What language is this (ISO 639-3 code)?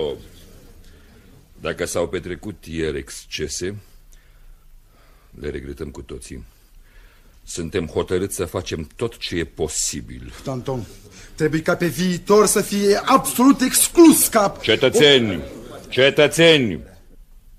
ron